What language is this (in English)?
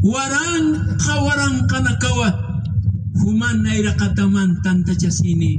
Aymara